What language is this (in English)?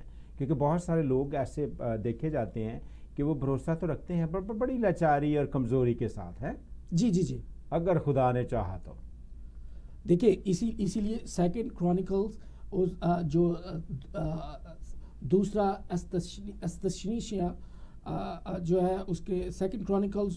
Urdu